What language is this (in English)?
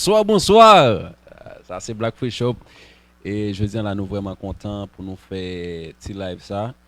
Haitian Creole